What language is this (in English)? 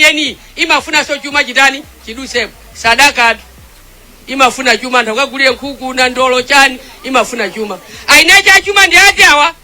Nyanja